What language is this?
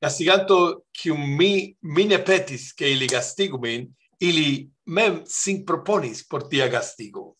Esperanto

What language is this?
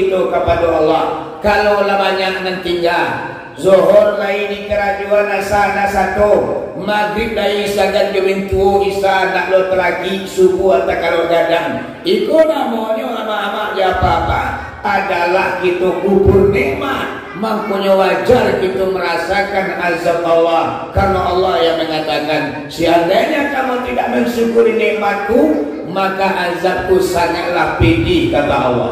Minangkabau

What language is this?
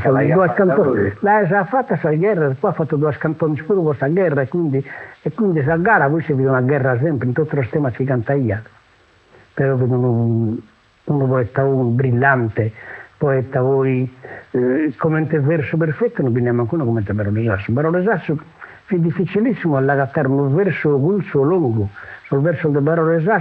Sardinian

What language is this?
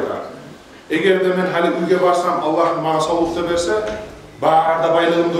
Kumyk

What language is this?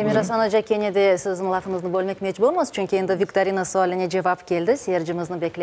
Crimean Tatar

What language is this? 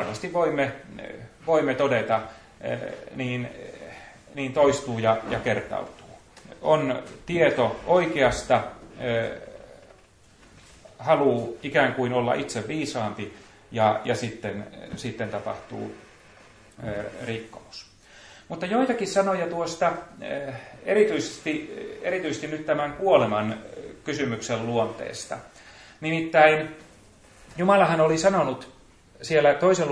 Finnish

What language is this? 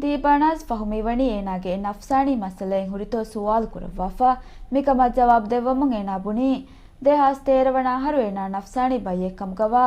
Divehi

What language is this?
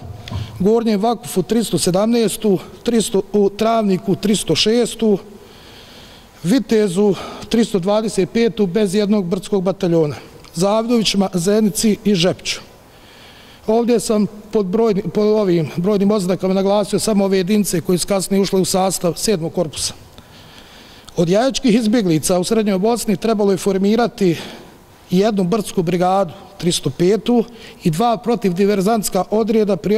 Bosnian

